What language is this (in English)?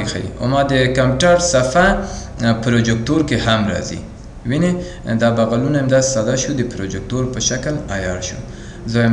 Pashto